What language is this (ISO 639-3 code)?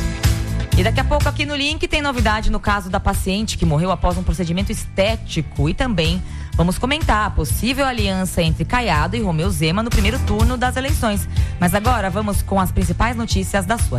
por